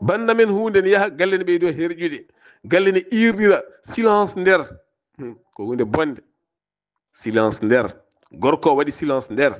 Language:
Fula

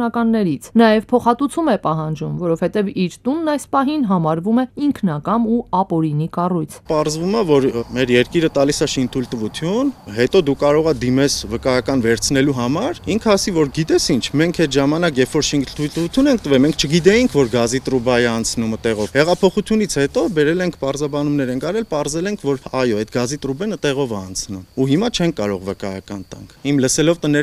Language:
Armenian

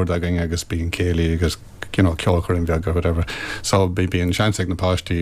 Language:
Irish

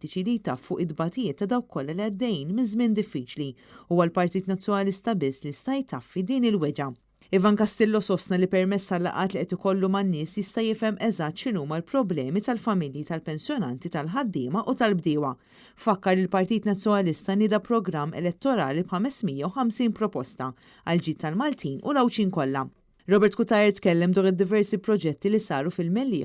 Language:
Maltese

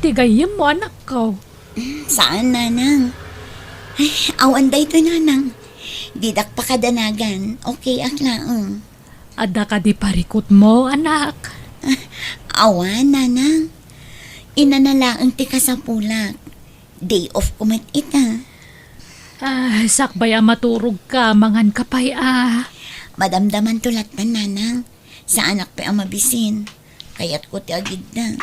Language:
Iloko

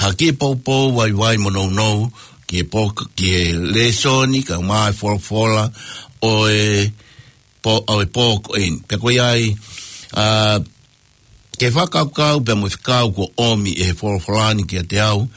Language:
Tongan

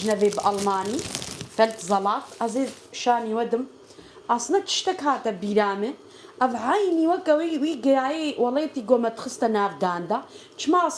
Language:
Kurdish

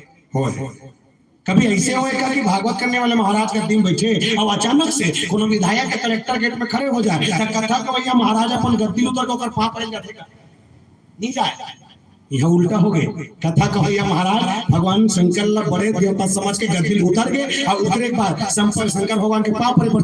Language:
Chhattisgarhi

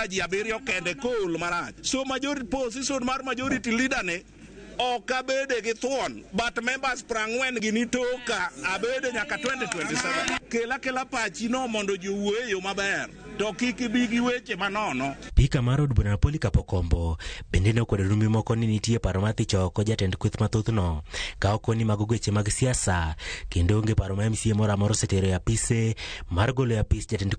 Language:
Luo (Kenya and Tanzania)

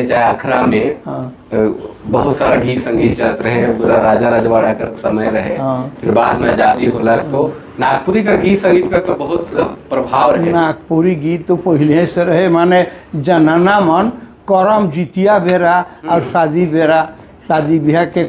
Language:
Sadri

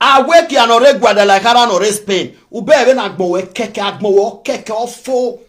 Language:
Nigerian Pidgin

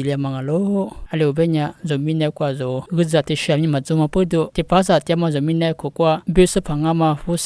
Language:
Lisu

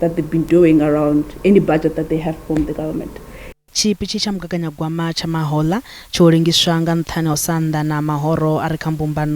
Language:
Venda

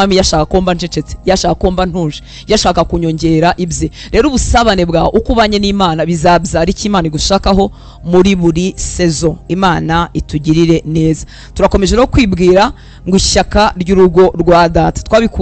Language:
Kinyarwanda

